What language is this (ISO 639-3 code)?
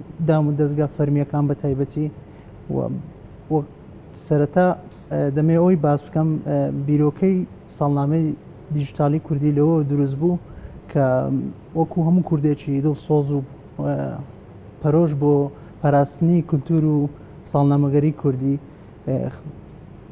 ckb